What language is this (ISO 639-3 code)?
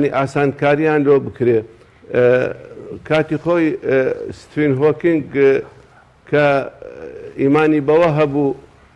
ckb